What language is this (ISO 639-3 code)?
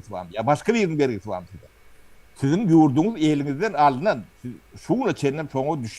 tuk